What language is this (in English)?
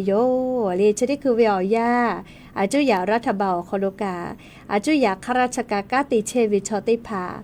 Lahu